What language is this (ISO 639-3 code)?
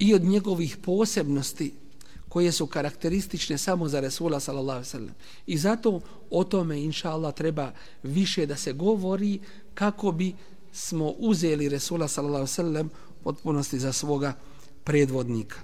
bos